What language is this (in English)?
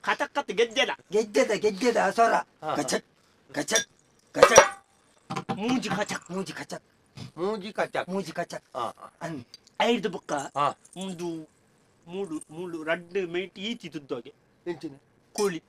Tulu